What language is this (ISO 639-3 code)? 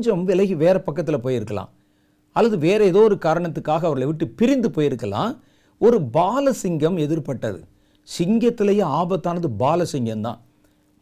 tam